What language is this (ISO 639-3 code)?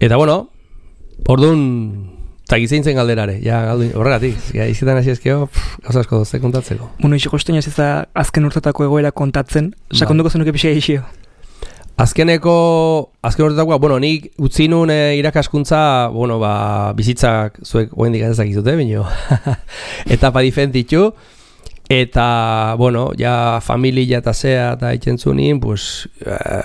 eus